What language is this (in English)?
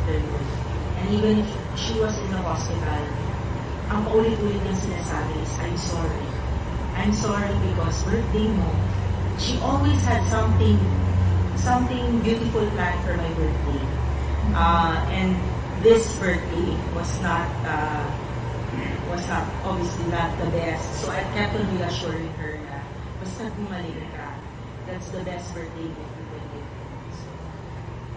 Filipino